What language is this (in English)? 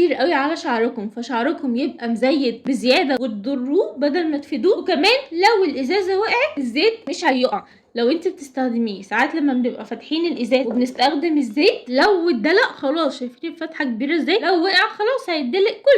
Egyptian Arabic